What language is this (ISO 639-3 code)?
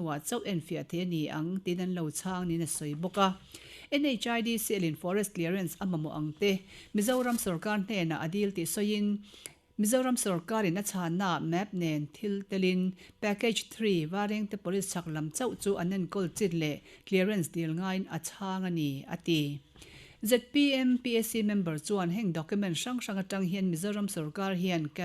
lus